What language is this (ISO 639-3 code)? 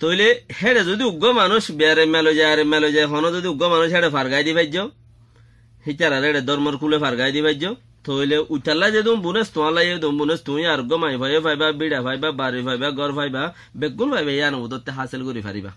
rhg